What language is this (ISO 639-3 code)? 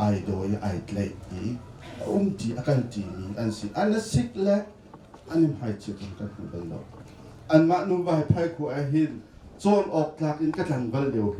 cnh